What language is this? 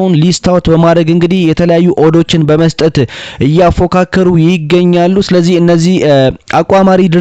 Amharic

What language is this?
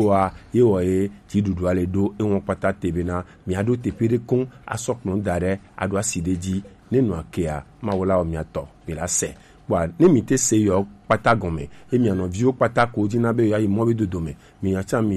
Gen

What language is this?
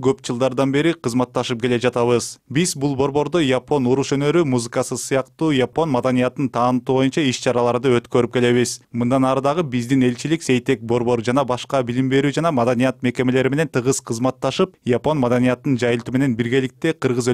Kyrgyz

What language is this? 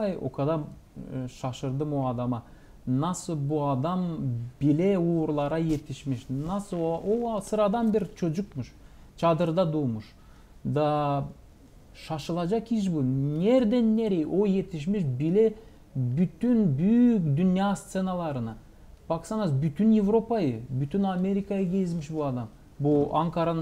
Gagauz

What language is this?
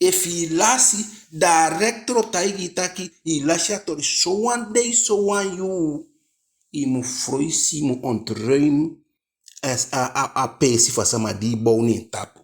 Eastern Maroon Creole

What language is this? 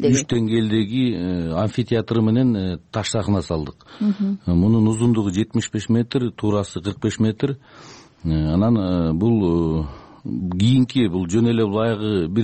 Kyrgyz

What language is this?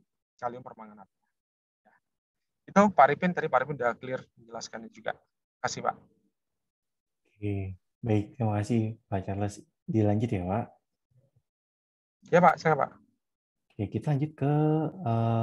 Indonesian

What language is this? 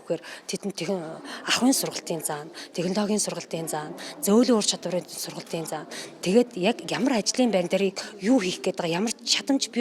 Mongolian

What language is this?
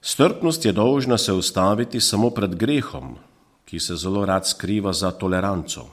Slovenian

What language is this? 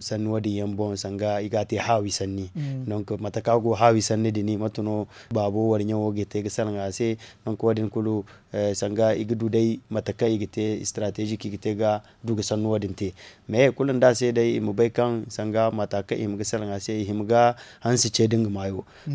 Zarma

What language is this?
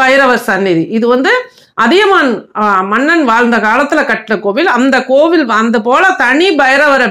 Tamil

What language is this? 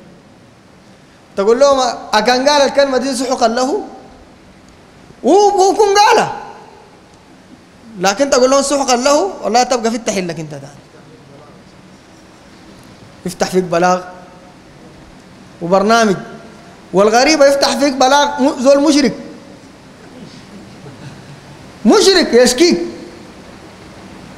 Sudanese Arabic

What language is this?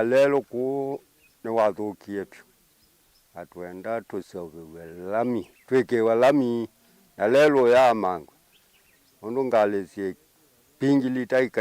Kamba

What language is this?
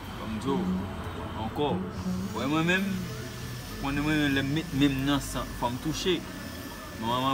Haitian Creole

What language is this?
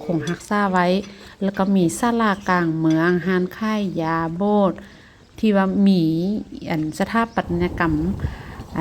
Lao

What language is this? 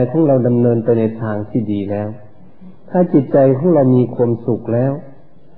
Thai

